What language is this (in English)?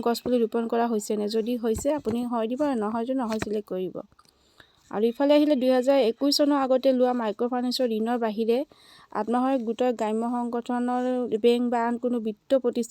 Assamese